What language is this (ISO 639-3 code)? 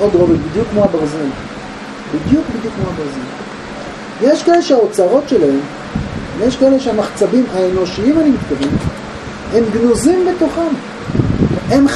heb